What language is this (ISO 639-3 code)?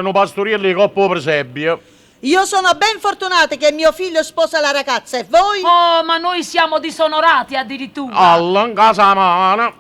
nap